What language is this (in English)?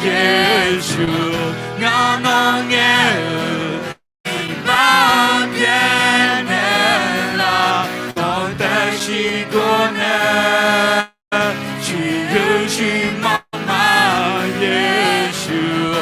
Akha